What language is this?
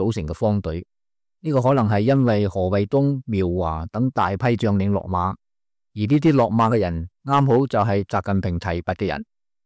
Cantonese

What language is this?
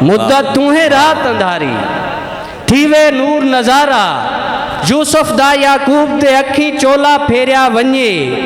Saraiki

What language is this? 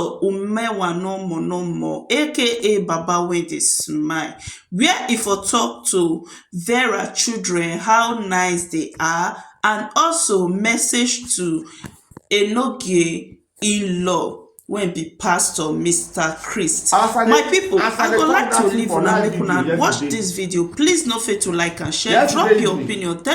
Nigerian Pidgin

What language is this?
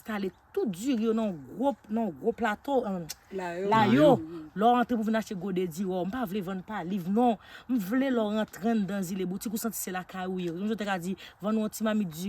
Haitian Creole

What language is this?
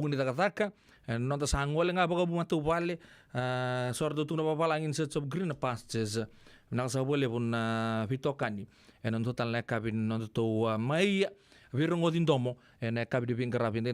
Fijian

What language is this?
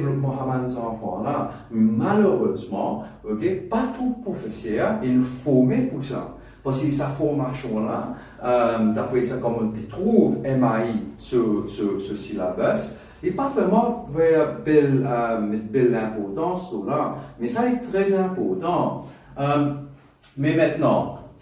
Morisyen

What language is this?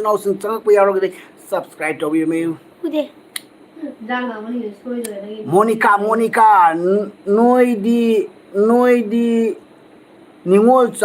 Manipuri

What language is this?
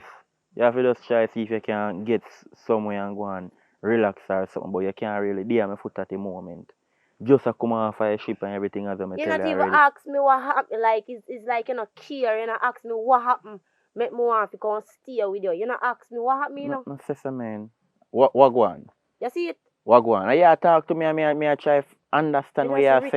Jamaican Creole English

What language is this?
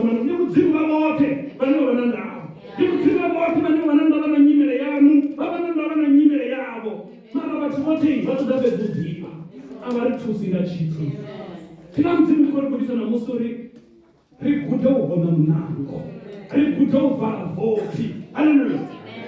Venda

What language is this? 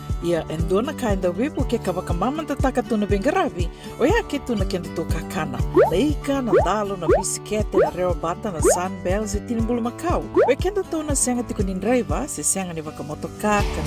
Fijian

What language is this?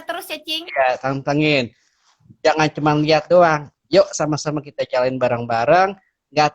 Betawi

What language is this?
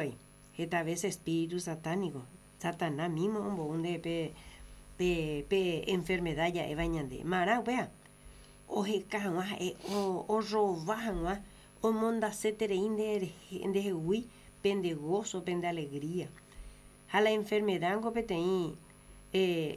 Guarani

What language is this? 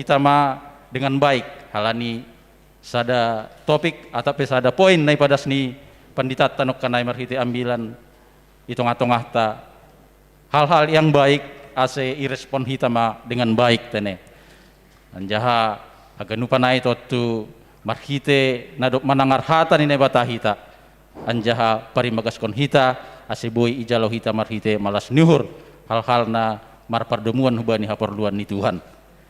Batak Simalungun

